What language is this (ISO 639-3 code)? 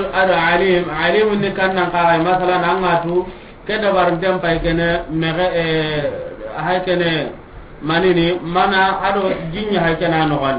snk